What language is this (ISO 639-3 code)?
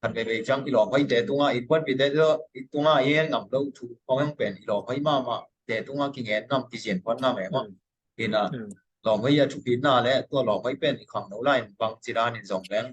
ctd